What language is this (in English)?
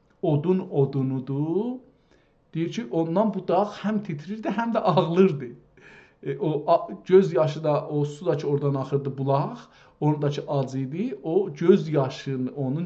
South Azerbaijani